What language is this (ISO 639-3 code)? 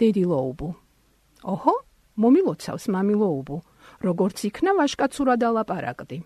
kat